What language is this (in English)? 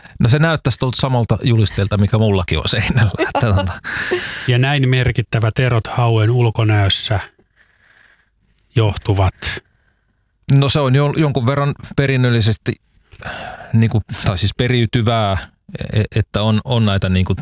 Finnish